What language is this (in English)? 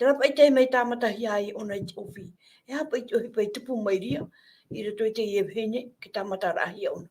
Tahitian